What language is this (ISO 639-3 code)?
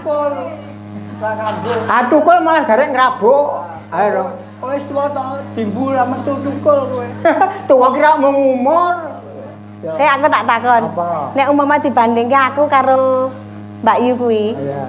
jav